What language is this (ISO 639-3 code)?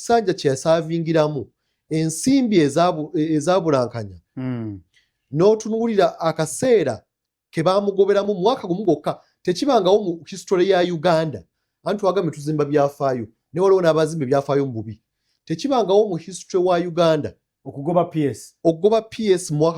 lug